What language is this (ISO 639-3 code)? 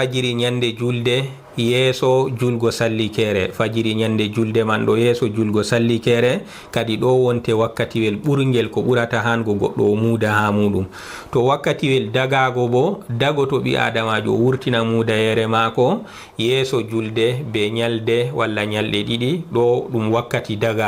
ful